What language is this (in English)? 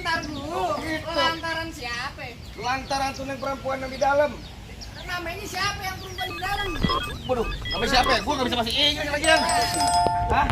Betawi